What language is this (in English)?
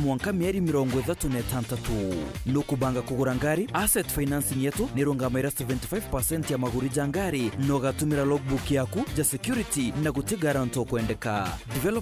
Meru